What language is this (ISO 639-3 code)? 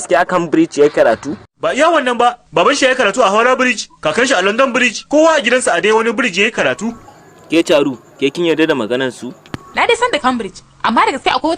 hau